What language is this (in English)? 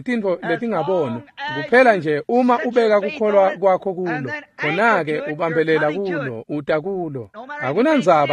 Swati